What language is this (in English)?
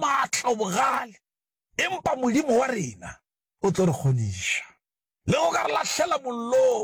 Northern Sotho